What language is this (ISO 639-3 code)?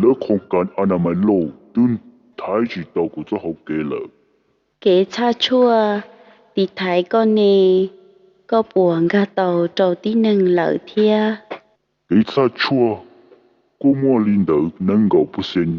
hmn